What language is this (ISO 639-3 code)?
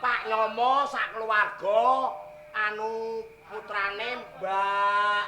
jav